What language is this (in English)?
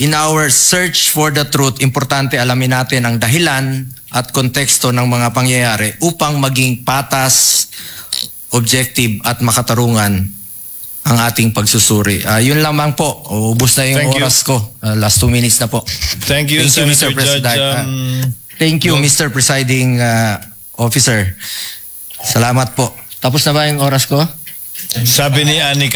Filipino